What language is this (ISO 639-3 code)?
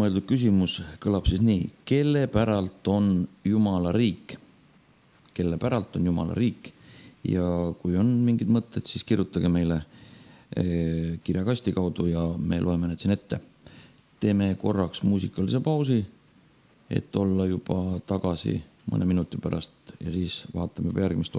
est